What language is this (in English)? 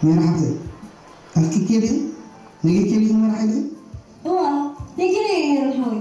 Tigrinya